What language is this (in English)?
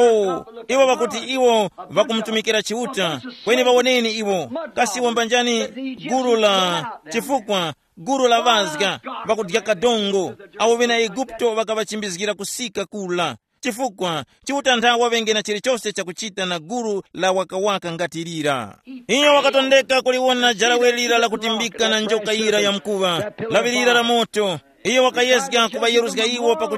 Tumbuka